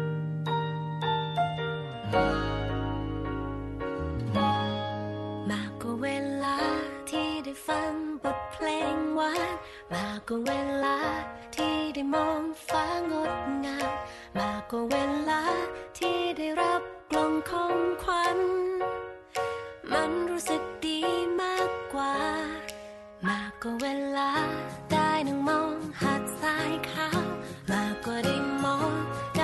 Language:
Thai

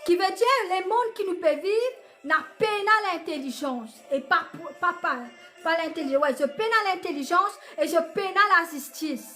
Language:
Morisyen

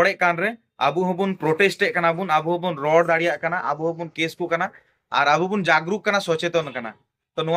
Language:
Santali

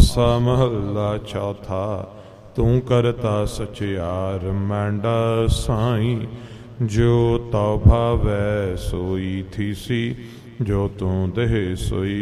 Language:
Punjabi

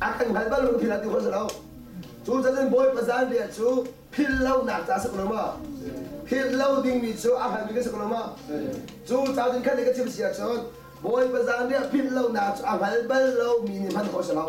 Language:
Hakha Chin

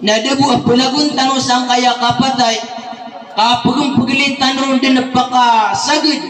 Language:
Maranao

